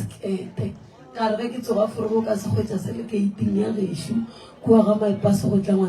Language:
Northern Sotho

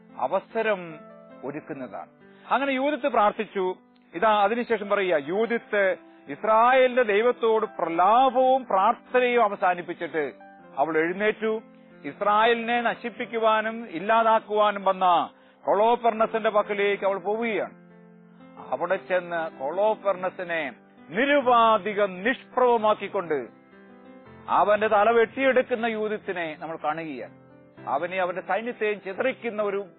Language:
Malayalam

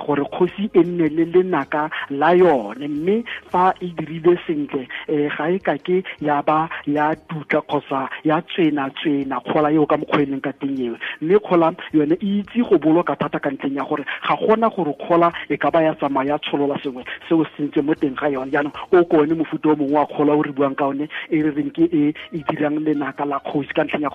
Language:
Tswana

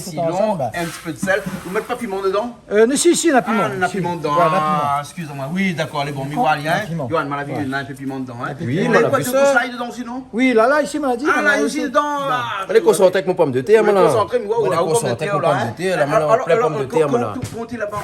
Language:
Réunion Creole French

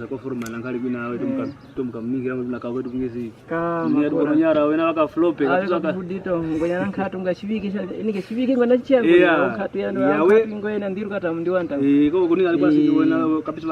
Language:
Kwangali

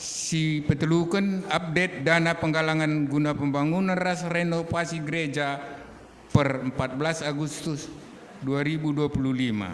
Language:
Batak Karo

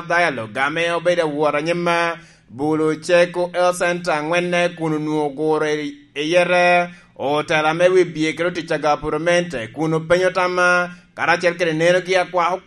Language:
Lango (Uganda)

